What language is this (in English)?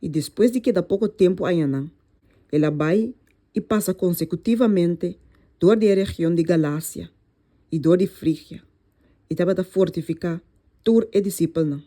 Papiamento